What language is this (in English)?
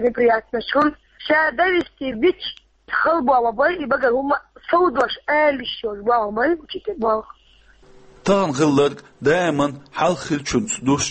Chechen